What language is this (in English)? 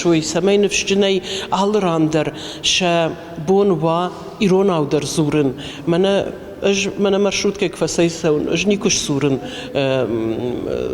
Ossetic